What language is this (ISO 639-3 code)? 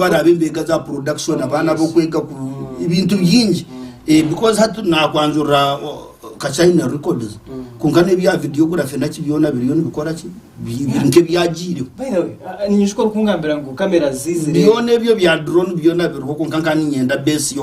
nyn